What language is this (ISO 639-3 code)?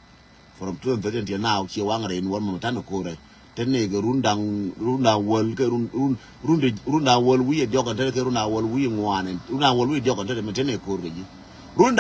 nus